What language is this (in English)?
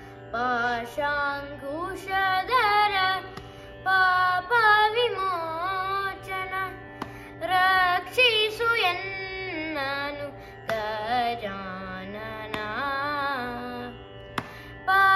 Kannada